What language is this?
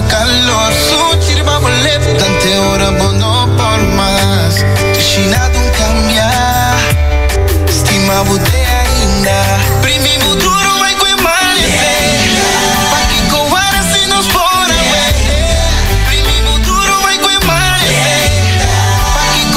Papiamento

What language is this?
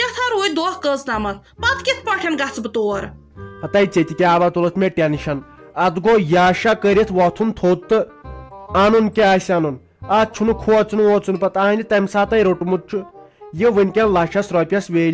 Kashmiri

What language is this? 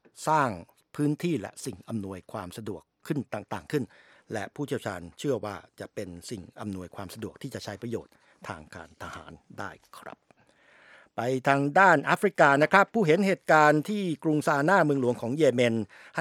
Thai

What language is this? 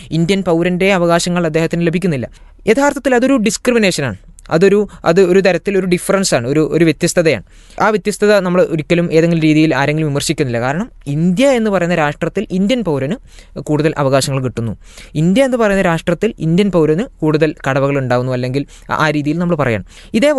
Malayalam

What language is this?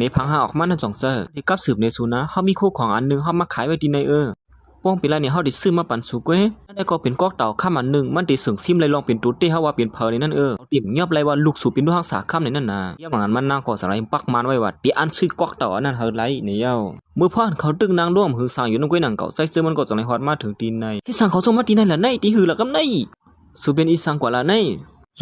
Shan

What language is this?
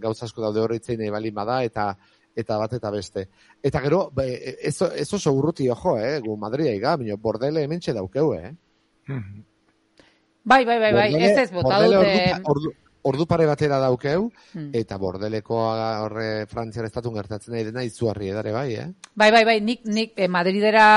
Basque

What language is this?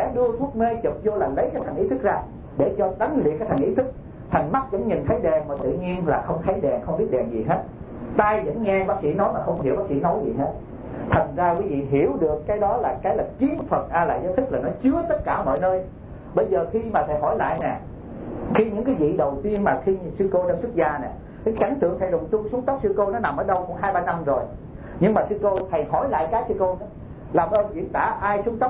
Vietnamese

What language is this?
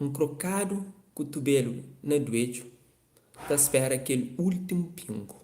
Kabuverdianu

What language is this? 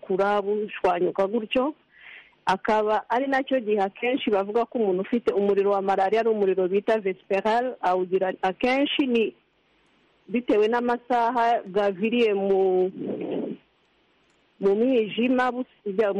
Kinyarwanda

